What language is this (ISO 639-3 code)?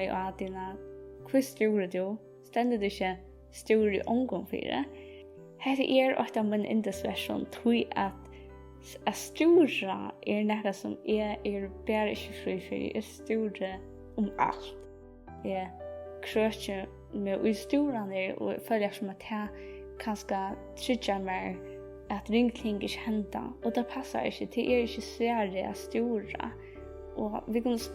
fao